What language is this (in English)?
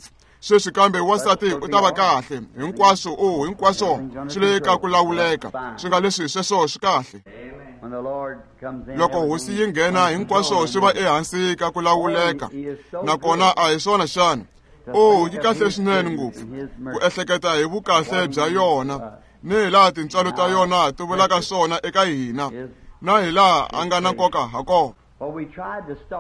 Tsonga